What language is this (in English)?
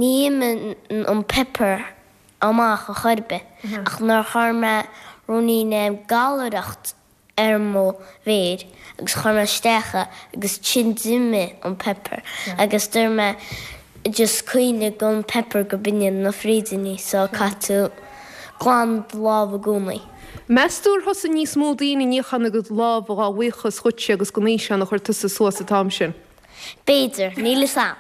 Irish